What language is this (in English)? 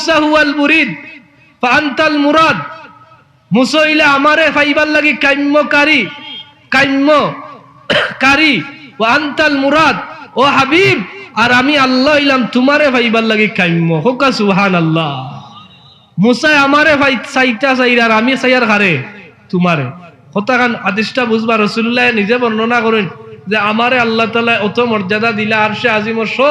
Sylheti